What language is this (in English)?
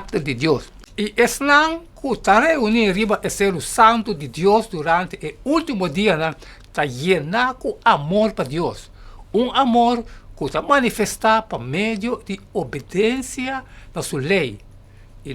Papiamento